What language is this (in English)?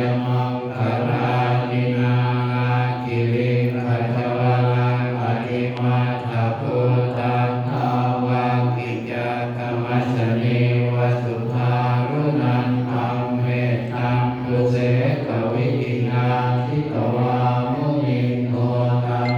Pali